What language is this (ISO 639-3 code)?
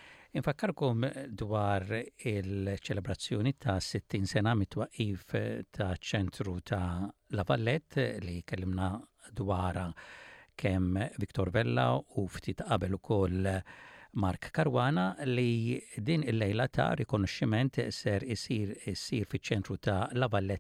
mlt